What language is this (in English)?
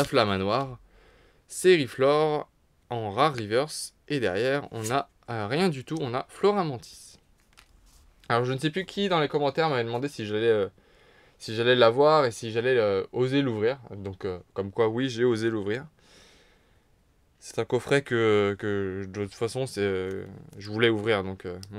French